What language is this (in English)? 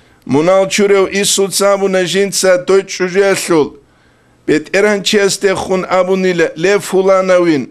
Avaric